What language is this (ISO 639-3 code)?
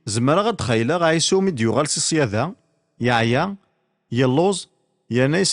kab